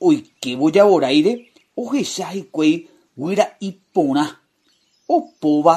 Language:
Guarani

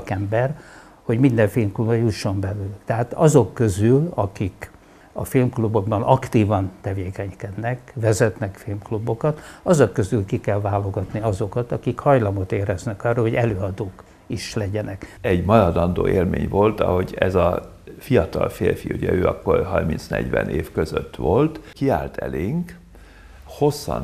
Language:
Hungarian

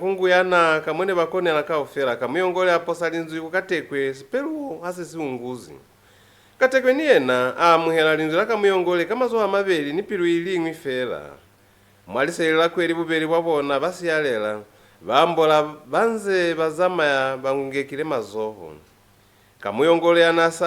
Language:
Lozi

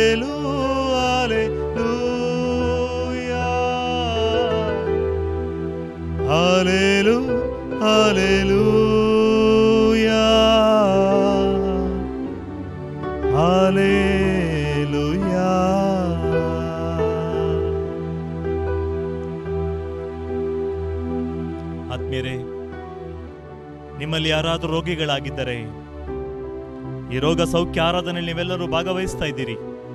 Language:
Kannada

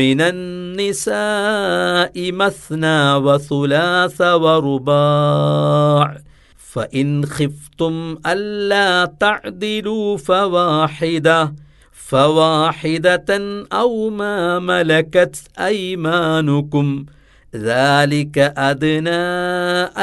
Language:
Malayalam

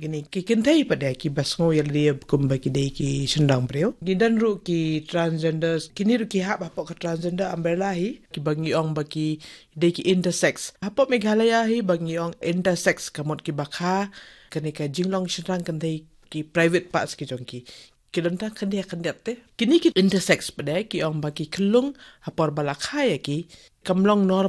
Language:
Khasi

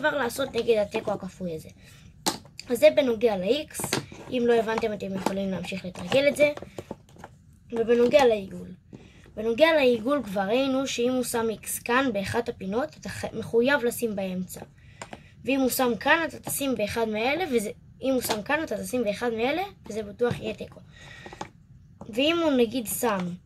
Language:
Hebrew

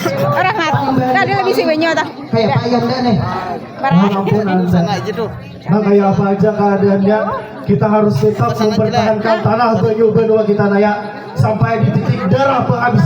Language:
Banjar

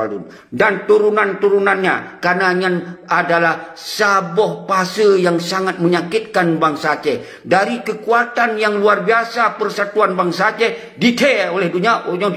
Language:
Achinese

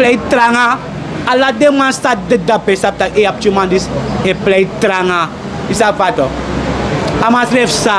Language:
Sranan Tongo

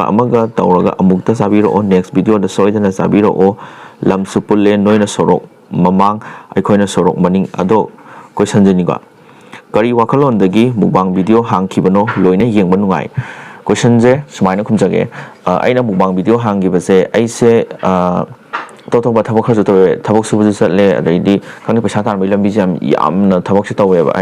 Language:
Manipuri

